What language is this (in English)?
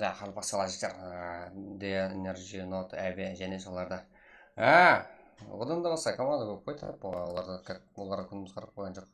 Kara-Kalpak